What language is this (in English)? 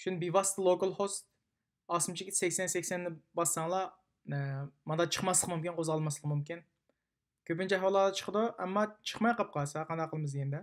Uyghur